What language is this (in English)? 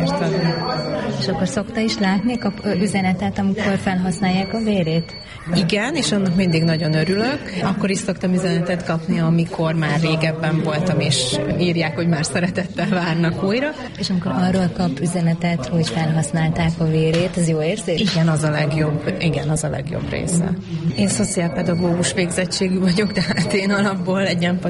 Hungarian